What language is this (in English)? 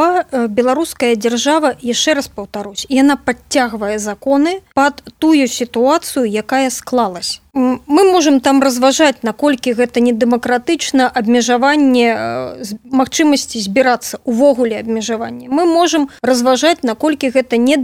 Belarusian